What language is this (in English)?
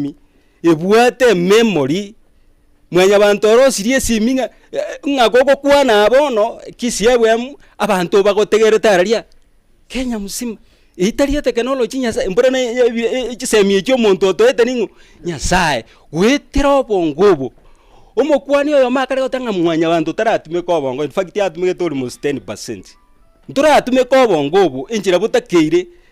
Gusii